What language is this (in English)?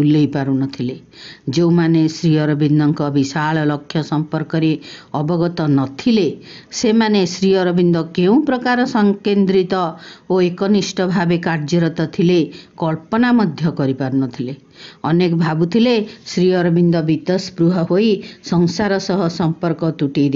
Odia